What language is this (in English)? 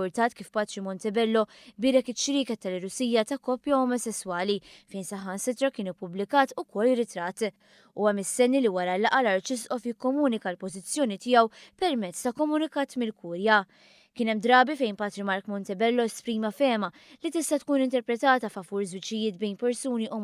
Maltese